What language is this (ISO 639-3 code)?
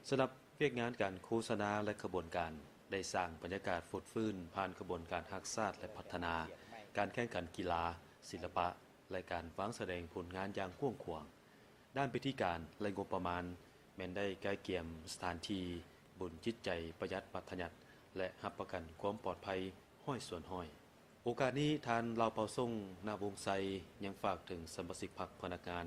lao